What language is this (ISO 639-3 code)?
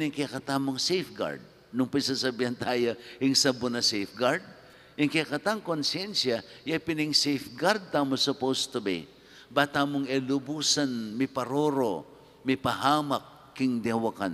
pam